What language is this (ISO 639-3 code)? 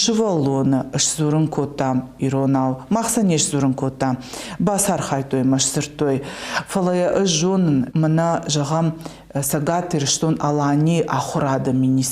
oss